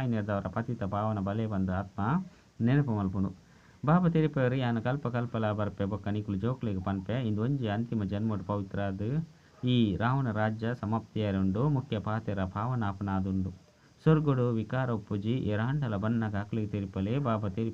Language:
Tulu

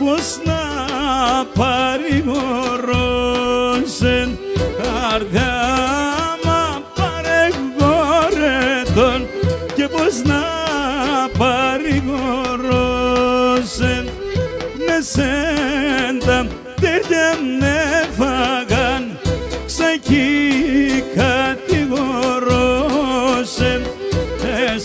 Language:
Pontic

